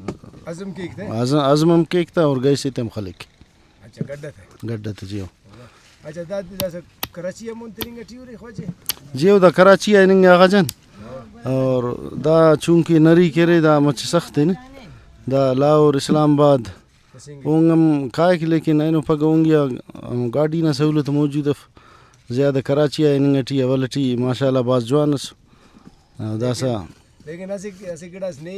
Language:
Brahui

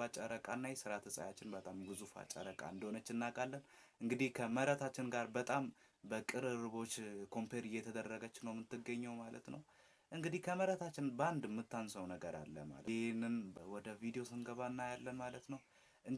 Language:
Amharic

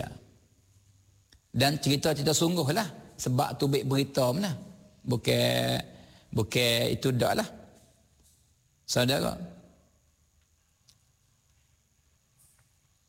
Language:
Malay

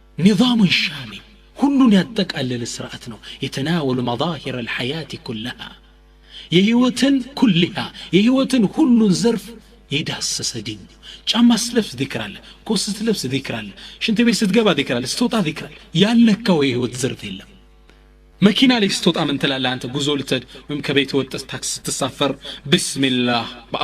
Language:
Amharic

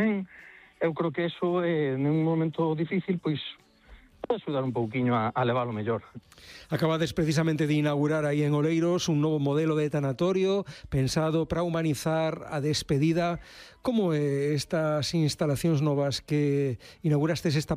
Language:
Galician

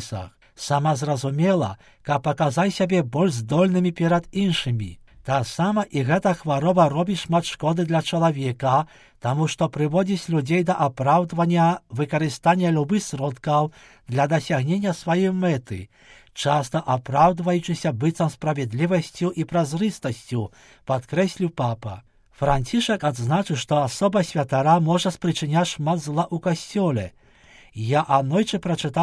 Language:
Belarusian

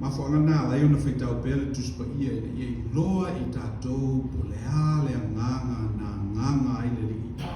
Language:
Samoan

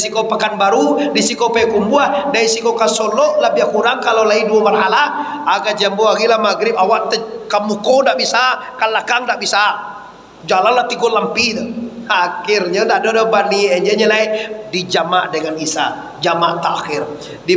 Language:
Minangkabau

